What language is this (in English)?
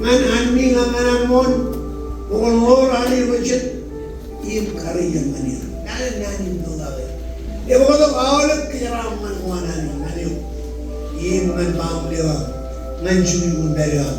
Marshallese